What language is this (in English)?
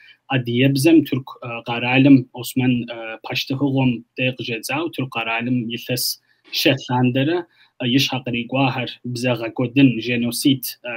Kabardian